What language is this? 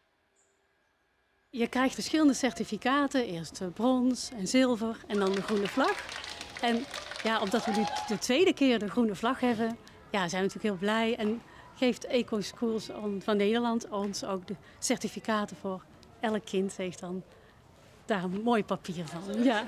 Dutch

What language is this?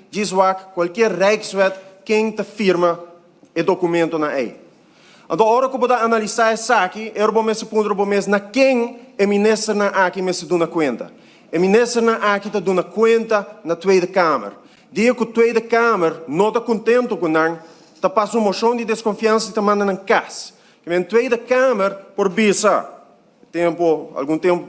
Papiamento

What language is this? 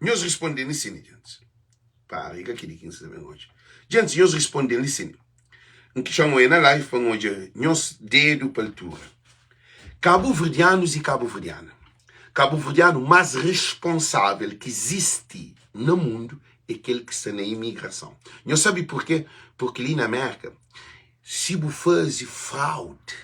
Kabuverdianu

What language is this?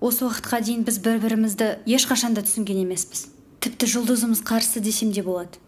Kazakh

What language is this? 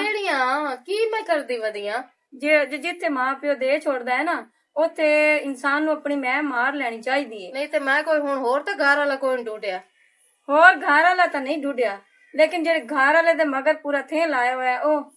Western Panjabi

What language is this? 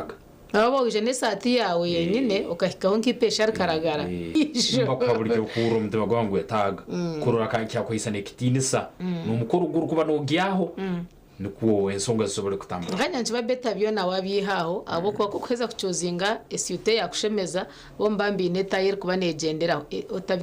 Nyankole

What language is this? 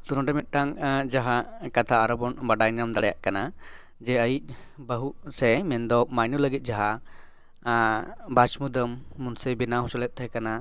Santali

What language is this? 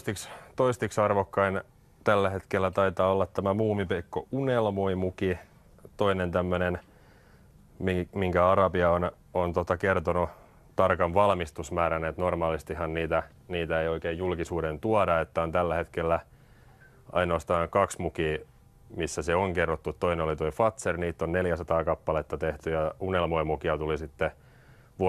Finnish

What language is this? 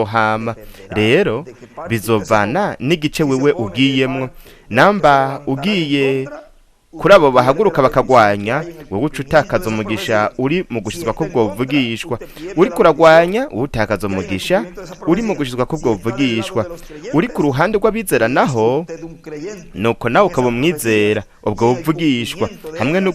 Rundi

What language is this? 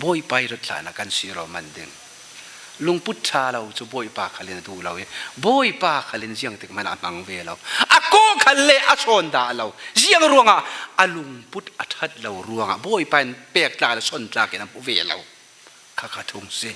Falam Chin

